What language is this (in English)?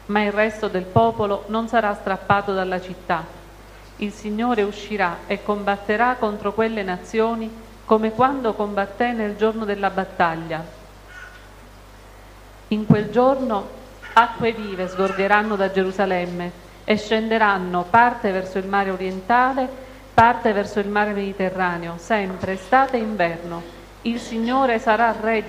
Italian